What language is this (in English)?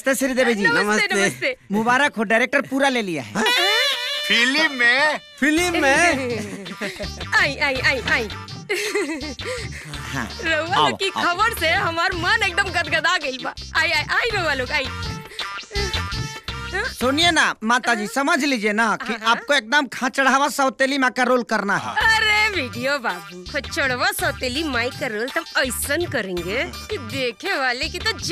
Bhojpuri